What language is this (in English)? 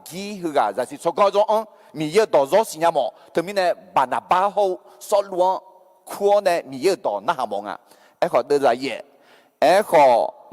Akha